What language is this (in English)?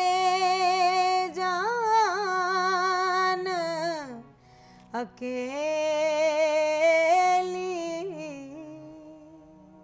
Punjabi